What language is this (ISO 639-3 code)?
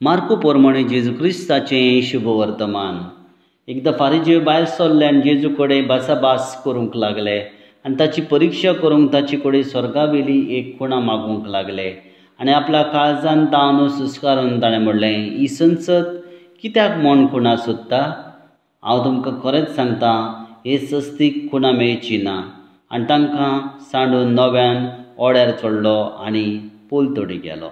kok